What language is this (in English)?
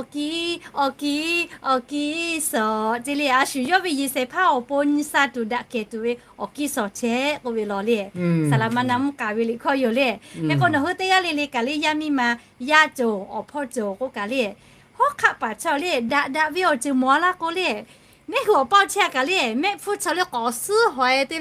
Lahu